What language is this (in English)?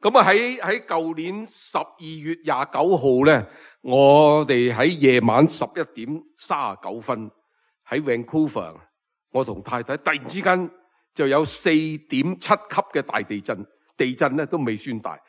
Cantonese